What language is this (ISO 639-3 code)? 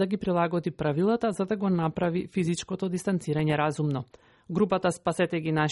mkd